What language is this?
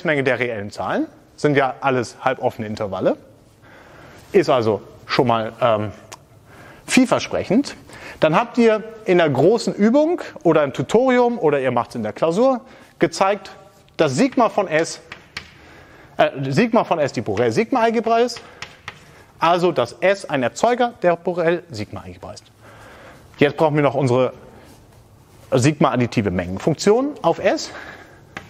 German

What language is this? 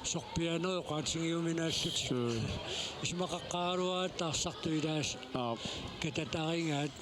Kalaallisut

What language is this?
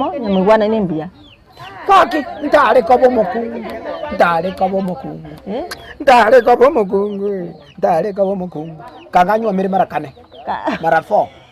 Gusii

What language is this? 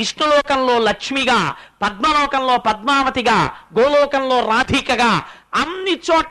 Telugu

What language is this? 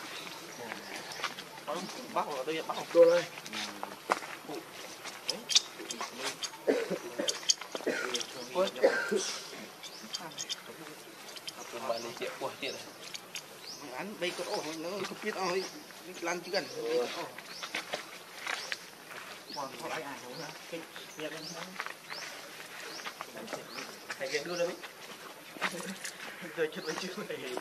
Vietnamese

